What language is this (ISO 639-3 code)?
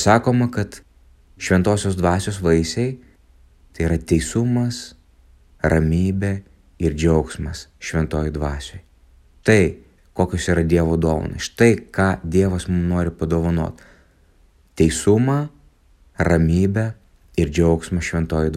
lit